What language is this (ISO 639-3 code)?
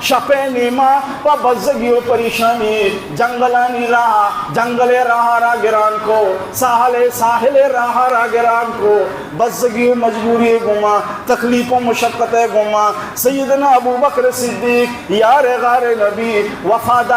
bal